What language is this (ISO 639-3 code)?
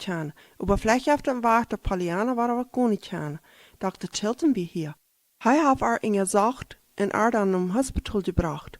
pdt